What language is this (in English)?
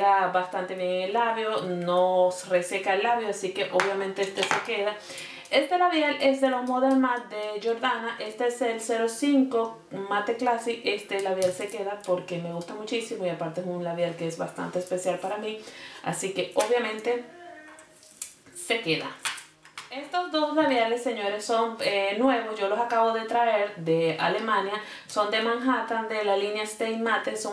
Spanish